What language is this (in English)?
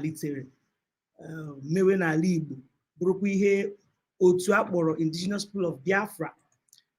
Igbo